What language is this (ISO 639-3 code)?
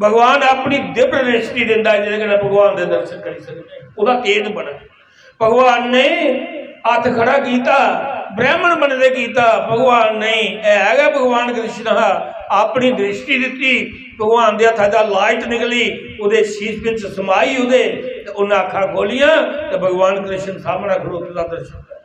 doi